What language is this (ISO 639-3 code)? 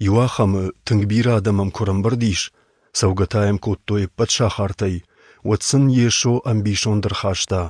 oss